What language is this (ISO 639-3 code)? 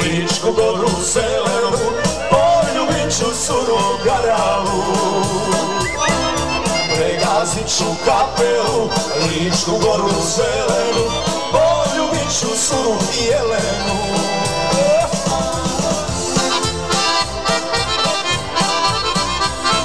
hrv